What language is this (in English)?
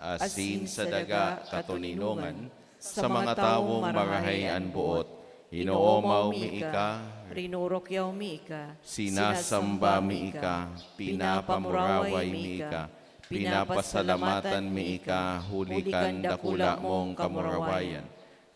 Bikol